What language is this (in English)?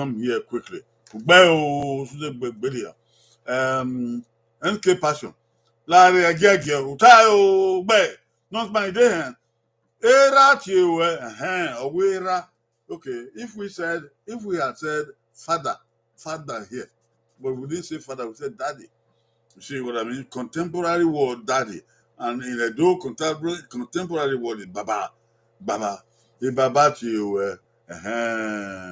Bini